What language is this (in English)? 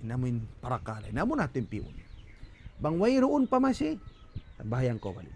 Tausug